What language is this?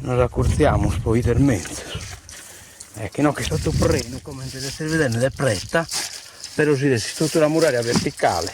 Sardinian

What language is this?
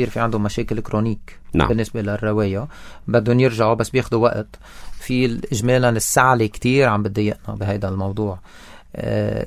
North Levantine Arabic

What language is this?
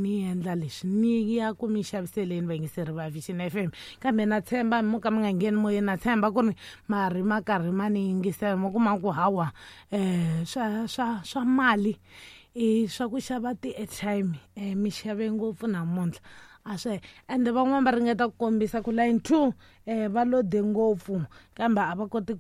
Tsonga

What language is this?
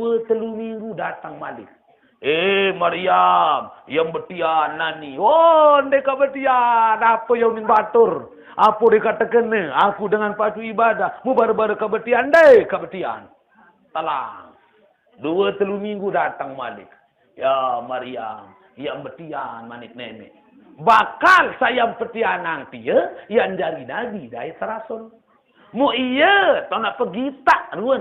Sasak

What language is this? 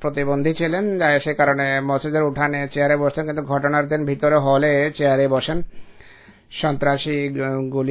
Bangla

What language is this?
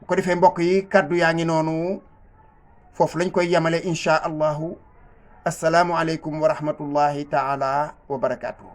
Wolof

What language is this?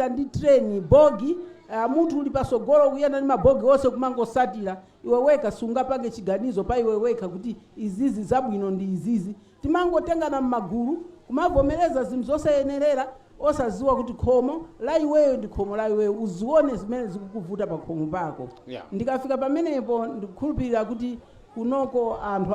Nyanja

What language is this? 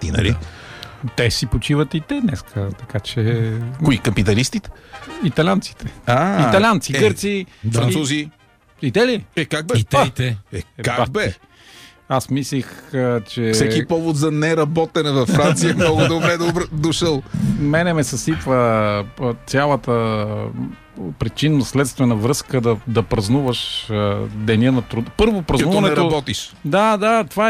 Bulgarian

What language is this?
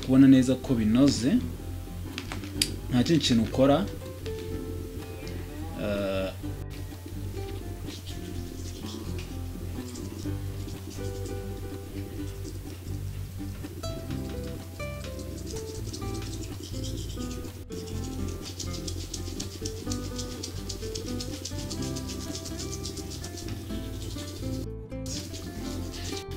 Kinyarwanda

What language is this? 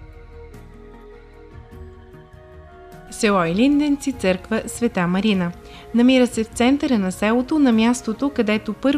Bulgarian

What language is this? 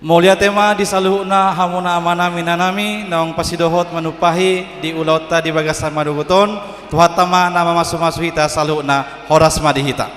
Batak Toba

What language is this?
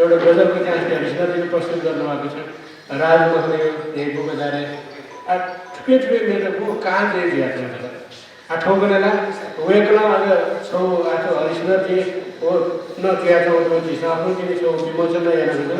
Newari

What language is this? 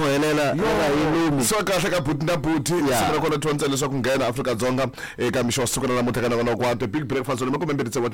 Tsonga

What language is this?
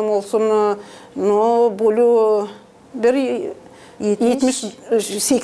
Gagauz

